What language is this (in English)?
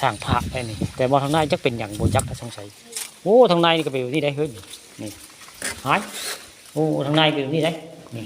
Northeastern Thai